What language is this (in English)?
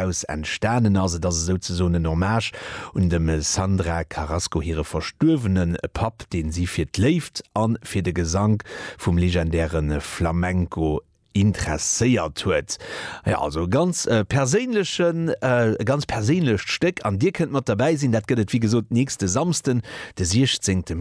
Luxembourgish